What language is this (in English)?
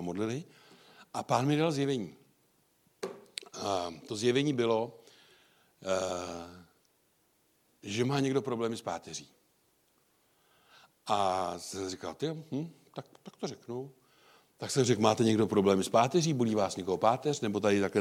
Czech